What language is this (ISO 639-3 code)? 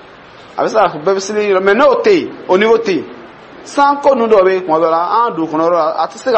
dyu